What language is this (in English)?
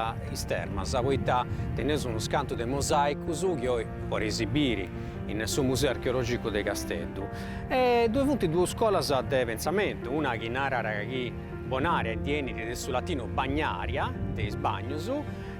Sardinian